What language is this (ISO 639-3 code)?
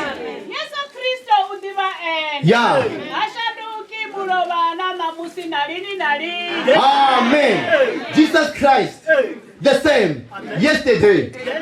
ven